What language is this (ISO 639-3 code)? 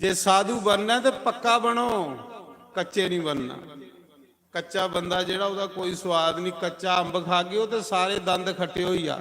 doi